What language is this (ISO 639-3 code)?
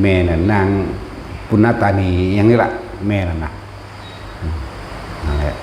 tts